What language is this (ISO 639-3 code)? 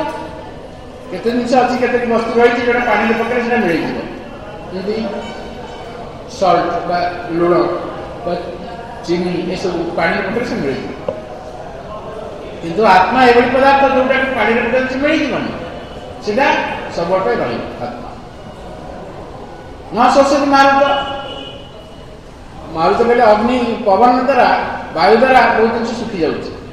ori